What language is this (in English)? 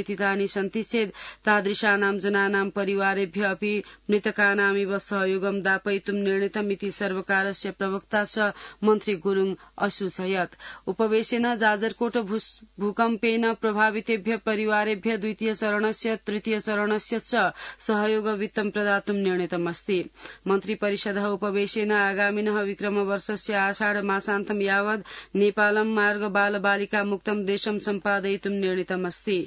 Sanskrit